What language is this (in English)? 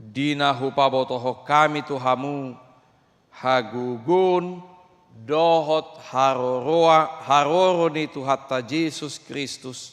Batak Toba